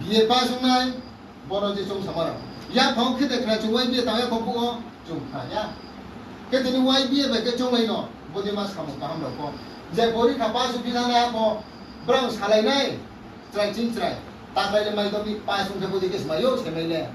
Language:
Riang (India)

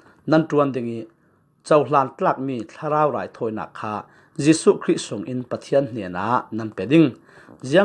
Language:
Falam Chin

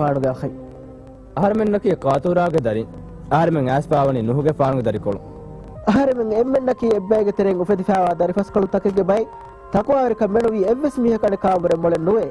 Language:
Divehi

